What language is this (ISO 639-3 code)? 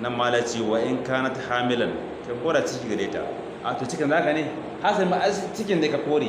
hau